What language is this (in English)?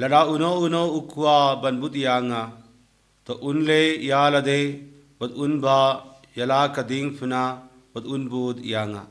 Khasi